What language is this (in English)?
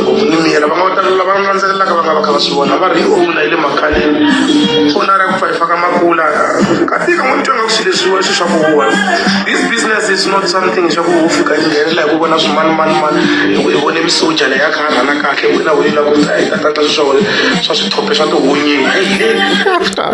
Tsonga